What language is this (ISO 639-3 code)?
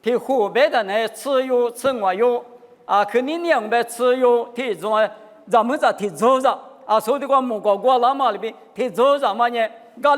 lis